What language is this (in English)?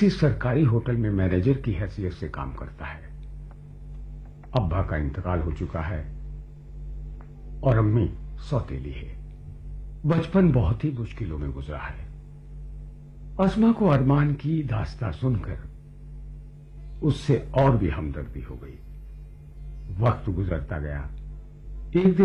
Urdu